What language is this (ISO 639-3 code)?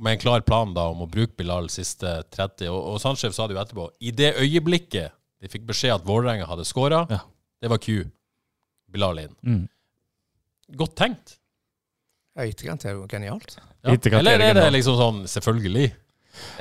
nor